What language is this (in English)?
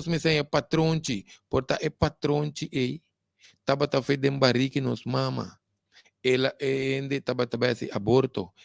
Papiamento